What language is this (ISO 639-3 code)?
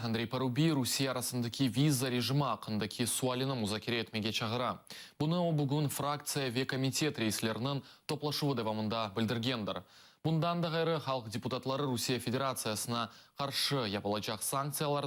crh